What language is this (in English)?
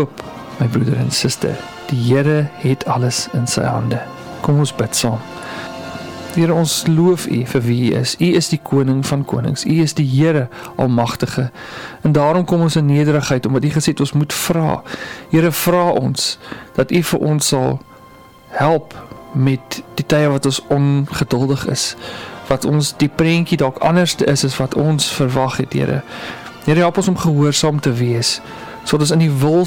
Afrikaans